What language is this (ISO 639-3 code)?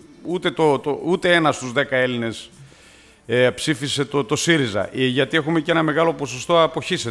ell